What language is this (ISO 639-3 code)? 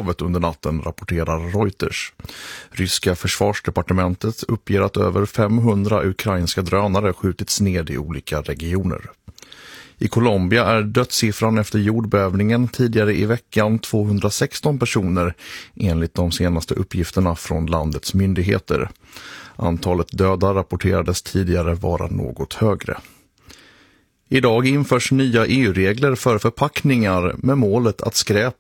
swe